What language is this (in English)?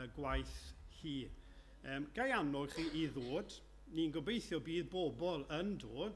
Welsh